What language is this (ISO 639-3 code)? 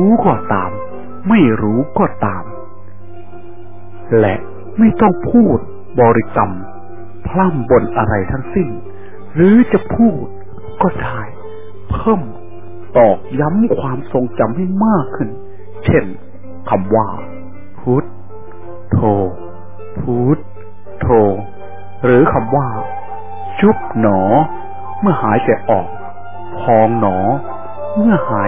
tha